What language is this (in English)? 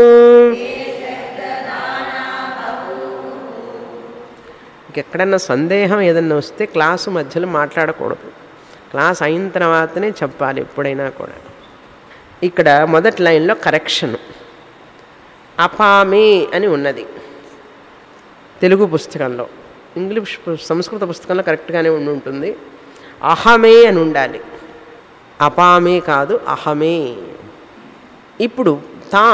Telugu